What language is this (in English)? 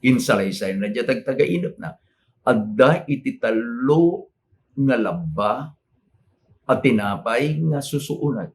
Iloko